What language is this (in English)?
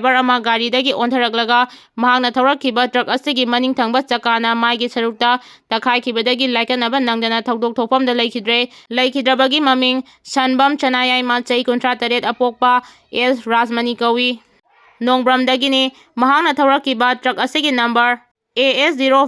Manipuri